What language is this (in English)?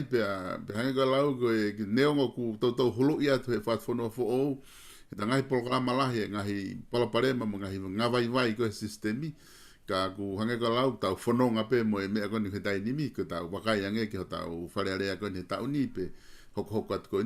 Tongan